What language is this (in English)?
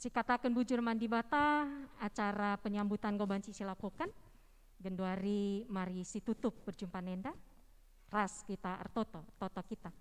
Batak Karo